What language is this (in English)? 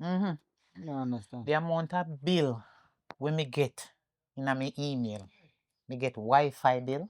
Jamaican Creole English